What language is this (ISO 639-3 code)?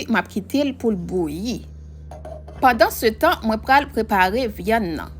hat